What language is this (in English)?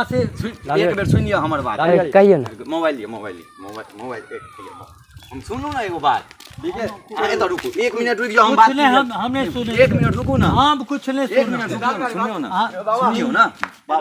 Maithili